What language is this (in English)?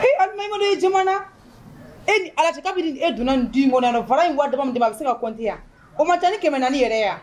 Bambara